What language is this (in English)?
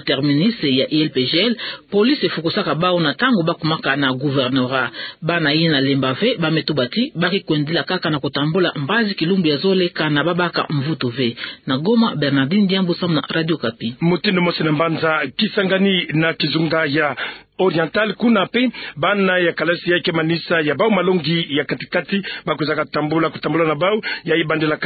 Kituba (Democratic Republic of Congo)